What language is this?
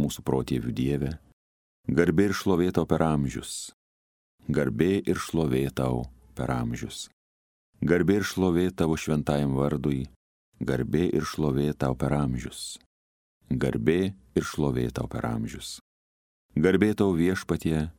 Lithuanian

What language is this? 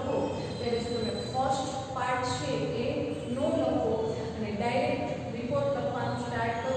Gujarati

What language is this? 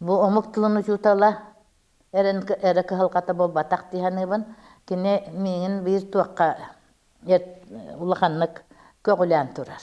Yakut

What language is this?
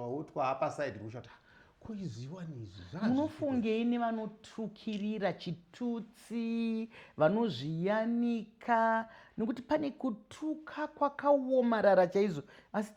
Shona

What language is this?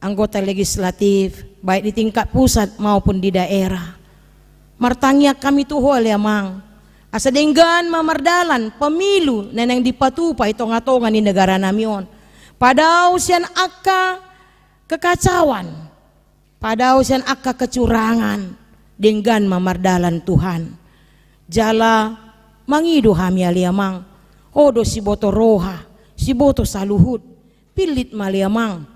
Batak Toba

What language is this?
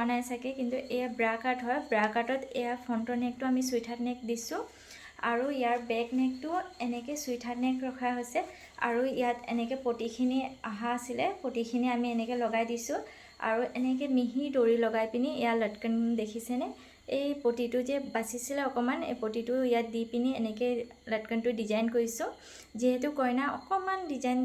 Assamese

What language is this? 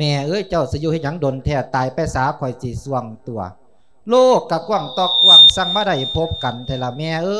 Lao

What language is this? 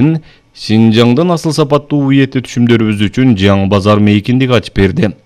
Kyrgyz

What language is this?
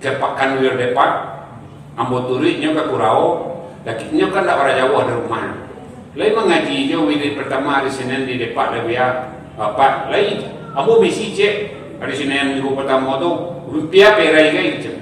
Minangkabau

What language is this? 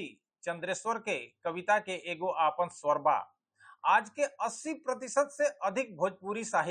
Bhojpuri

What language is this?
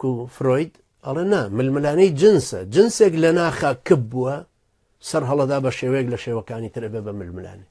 Central Kurdish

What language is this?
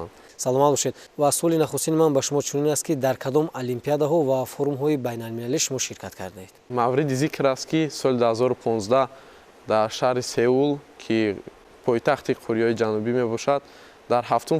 Tajik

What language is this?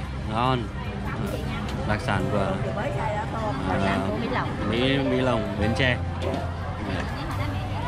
Vietnamese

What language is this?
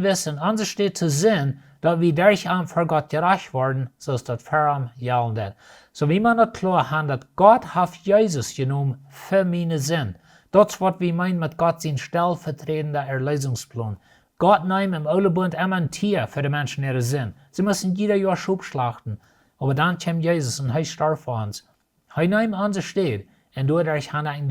Plautdietsch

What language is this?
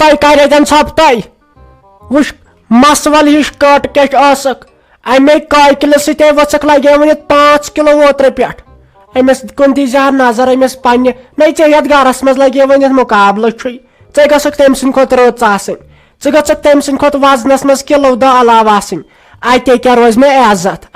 Kashmiri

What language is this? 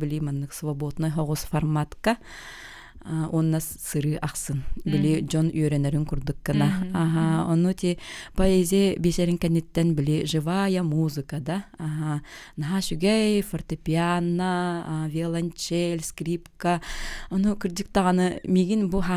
Yakut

